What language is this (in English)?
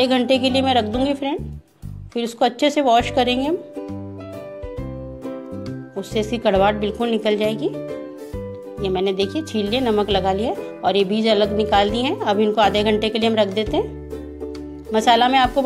Hindi